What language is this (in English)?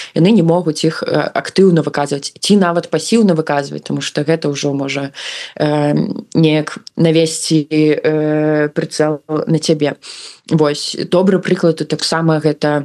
Belarusian